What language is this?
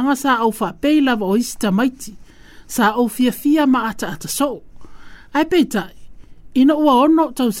Samoan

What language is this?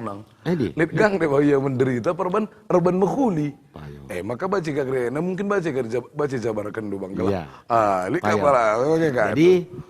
Batak Karo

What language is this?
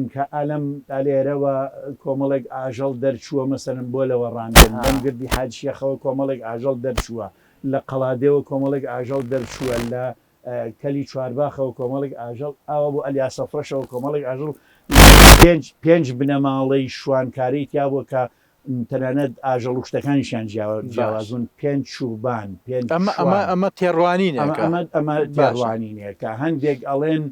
Central Kurdish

